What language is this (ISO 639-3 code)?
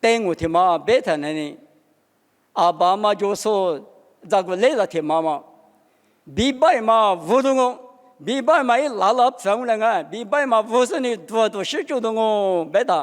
lis